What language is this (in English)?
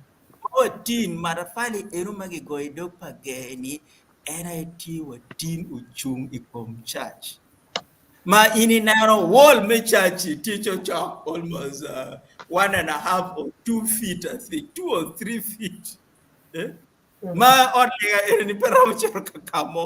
Acoli